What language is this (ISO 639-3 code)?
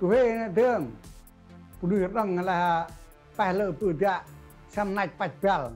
cmo